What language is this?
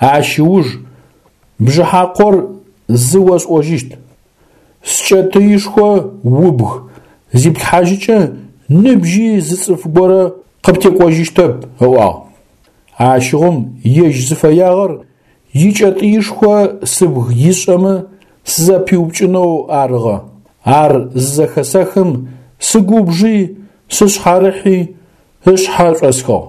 Adyghe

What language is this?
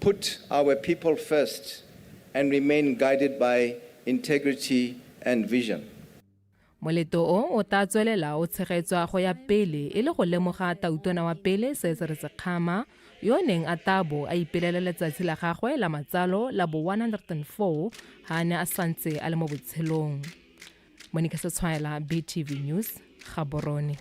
Tswana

